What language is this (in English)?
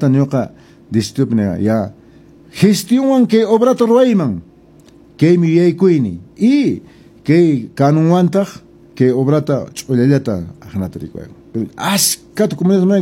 Quechua